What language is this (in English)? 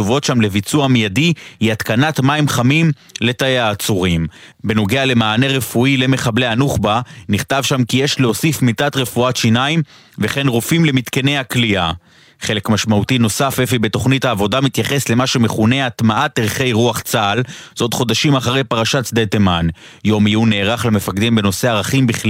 Hebrew